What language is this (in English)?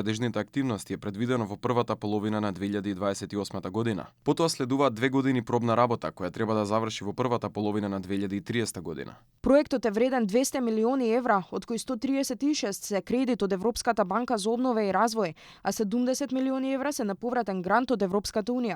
Macedonian